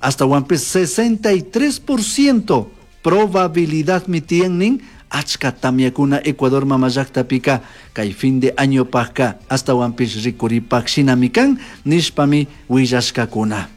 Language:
Chimborazo Highland Quichua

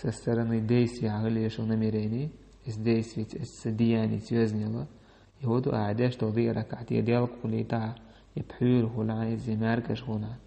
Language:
Chechen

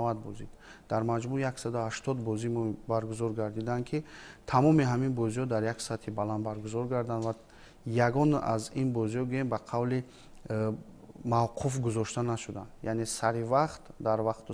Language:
Tajik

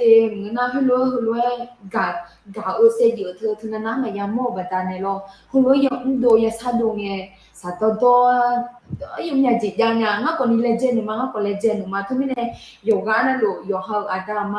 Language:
Akha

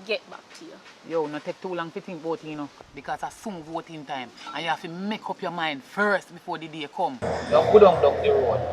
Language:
Jamaican Creole English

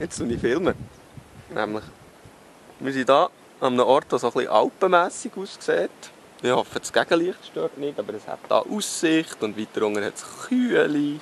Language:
Swiss German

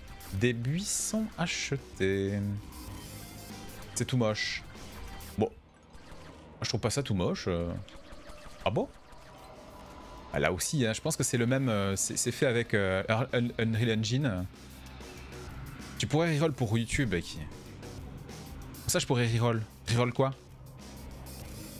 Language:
French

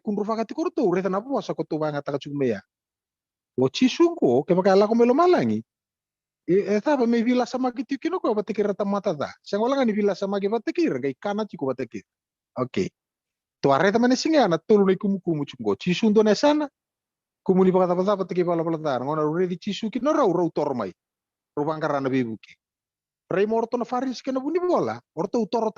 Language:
Fijian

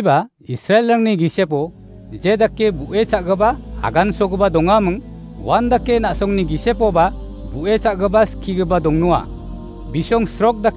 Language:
Garo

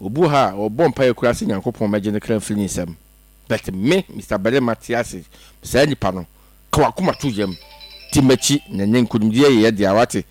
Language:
Akan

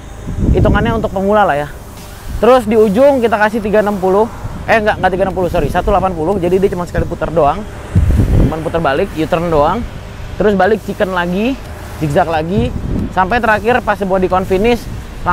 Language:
Indonesian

